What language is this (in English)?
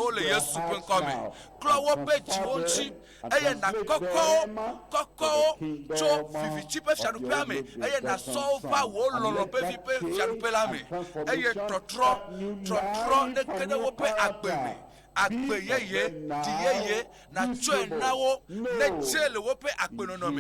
Ewe